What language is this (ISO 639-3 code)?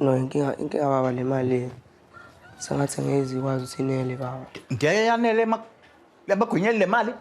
zul